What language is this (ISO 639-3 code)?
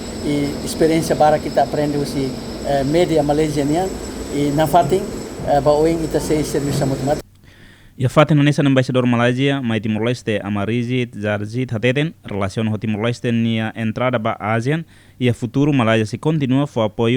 tet